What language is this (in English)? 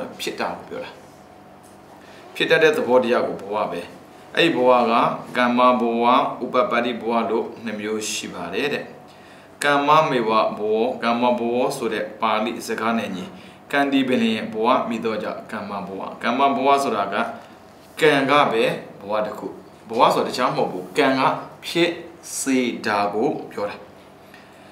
Burmese